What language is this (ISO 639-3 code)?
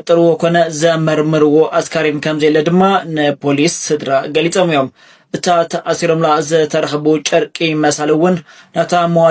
tir